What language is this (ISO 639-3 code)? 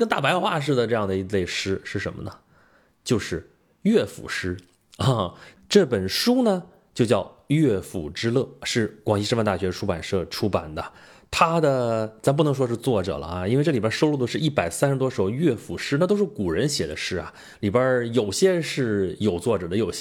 zho